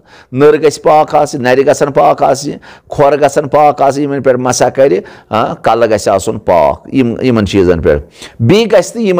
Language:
Kashmiri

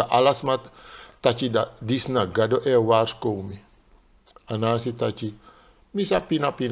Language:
Sranan Tongo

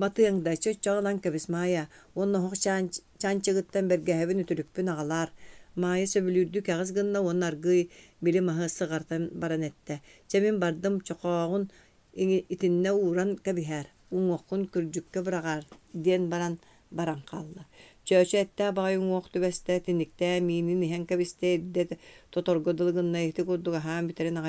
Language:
Yakut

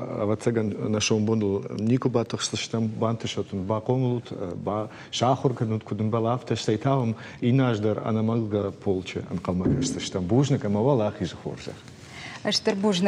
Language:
Ossetic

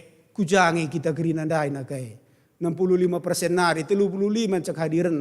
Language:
Batak Karo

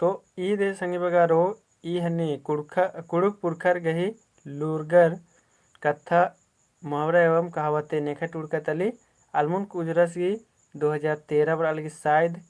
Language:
Kurukh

